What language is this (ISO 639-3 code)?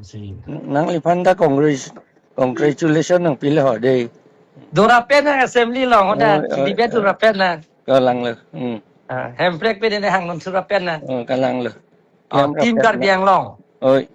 mjw